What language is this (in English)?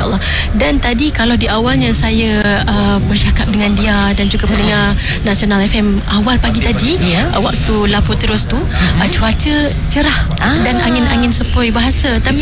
Malay